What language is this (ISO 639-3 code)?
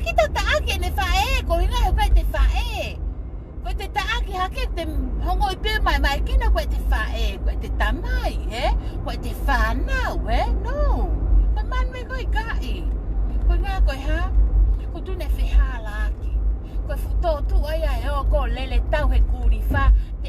ton